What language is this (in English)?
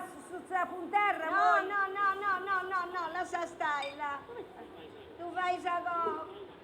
Sardinian